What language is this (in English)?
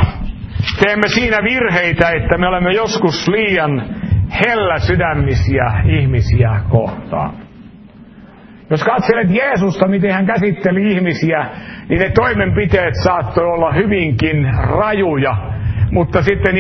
Finnish